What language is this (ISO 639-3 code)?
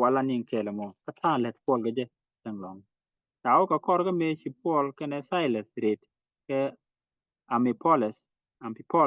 nus